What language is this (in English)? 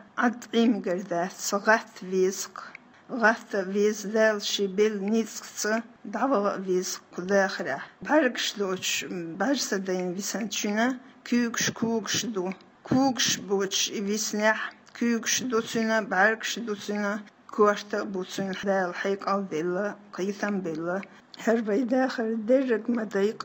Chechen